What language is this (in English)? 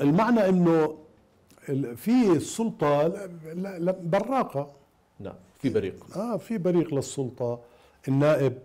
Mesopotamian Arabic